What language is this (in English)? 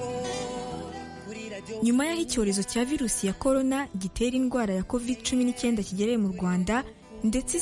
Kinyarwanda